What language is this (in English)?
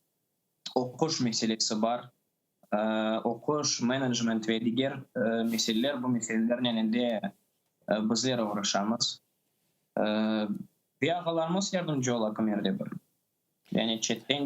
Crimean Tatar